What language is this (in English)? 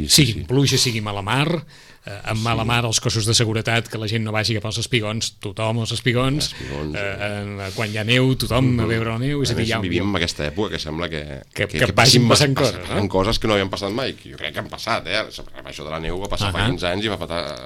Catalan